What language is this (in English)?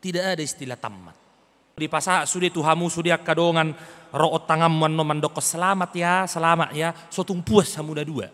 Batak Toba